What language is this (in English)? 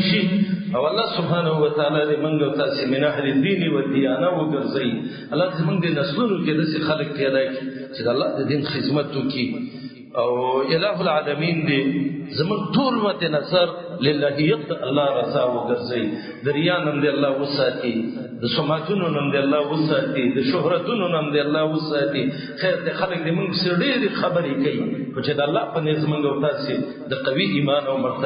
Pashto